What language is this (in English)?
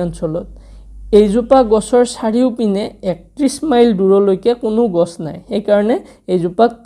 Assamese